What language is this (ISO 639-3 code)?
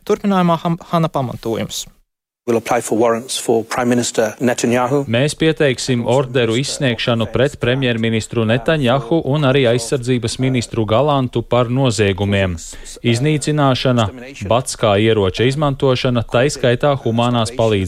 lav